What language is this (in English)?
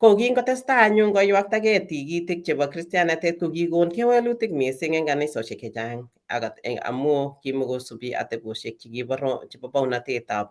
Kalenjin